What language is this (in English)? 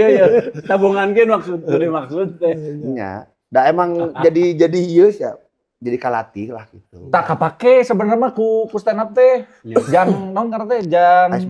Sundanese